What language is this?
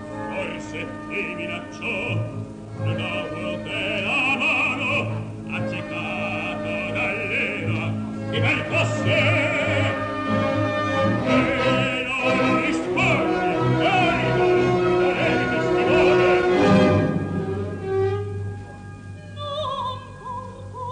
Italian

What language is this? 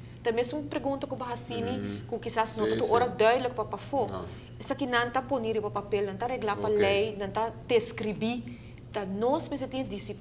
Papiamento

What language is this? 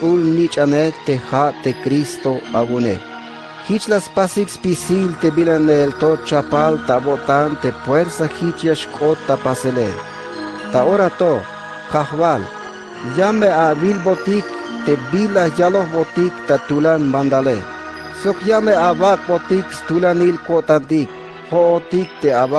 Tzeltal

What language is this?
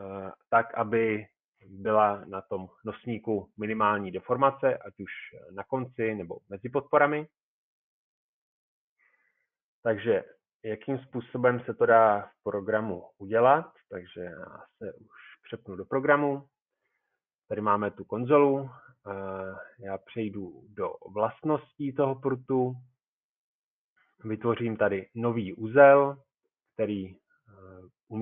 Czech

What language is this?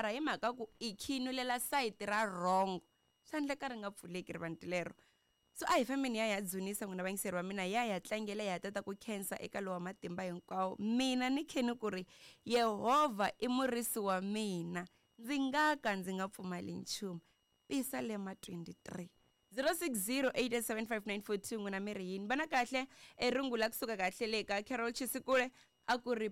Tsonga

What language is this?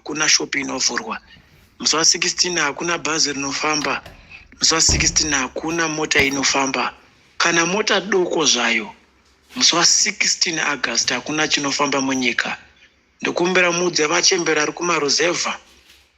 Shona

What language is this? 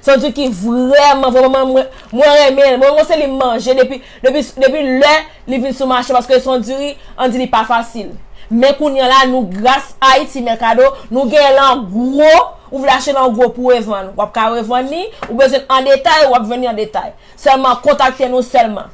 Haitian Creole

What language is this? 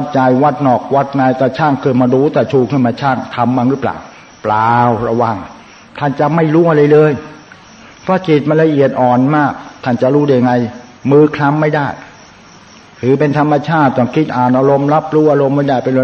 Thai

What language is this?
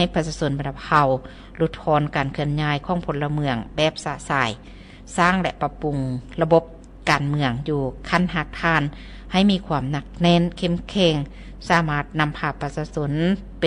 Lao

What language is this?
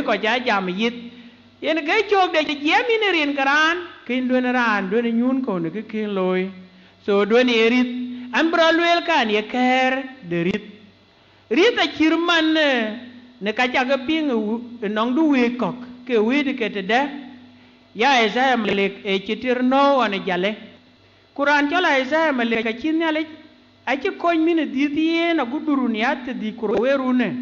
Dinka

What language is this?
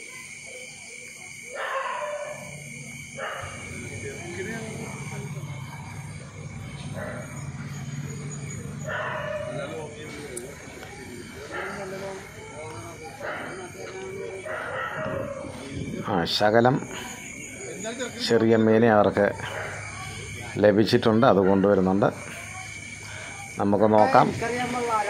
Malayalam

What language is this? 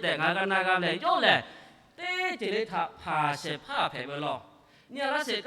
Lahu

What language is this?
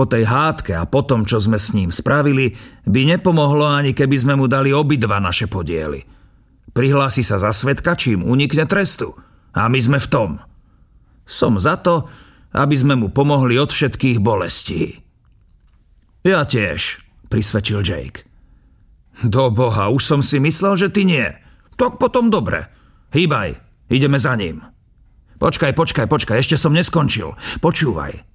Slovak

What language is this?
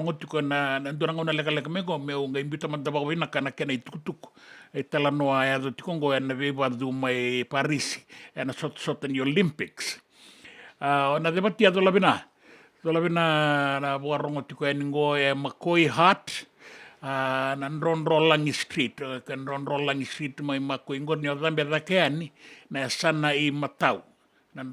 Fijian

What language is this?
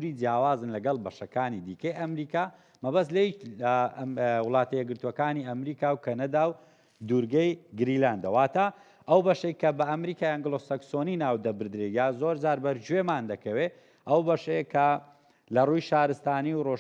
Central Kurdish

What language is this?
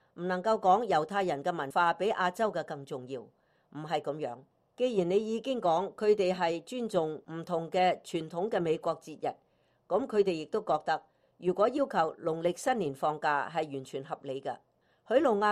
Cantonese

